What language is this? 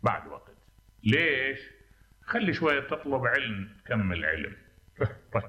Mesopotamian Arabic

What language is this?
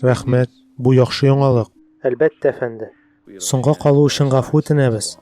Tatar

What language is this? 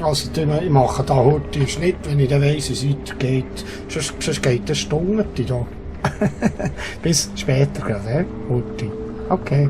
Swiss German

